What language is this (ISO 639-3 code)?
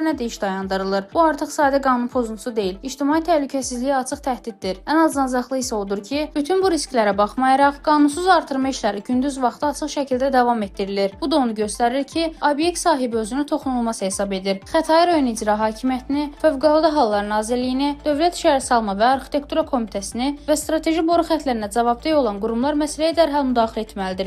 aze